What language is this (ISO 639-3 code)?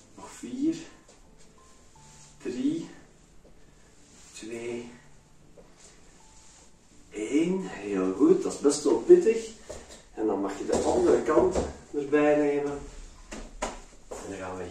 nld